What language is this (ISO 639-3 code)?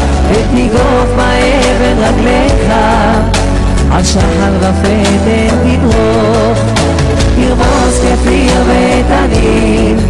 heb